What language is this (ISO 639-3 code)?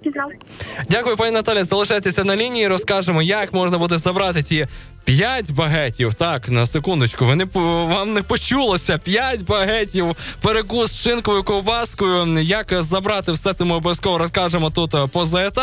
ukr